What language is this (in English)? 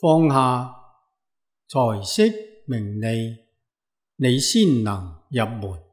Cantonese